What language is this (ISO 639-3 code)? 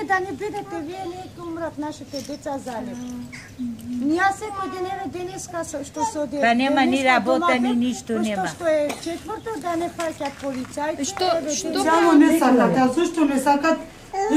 mkd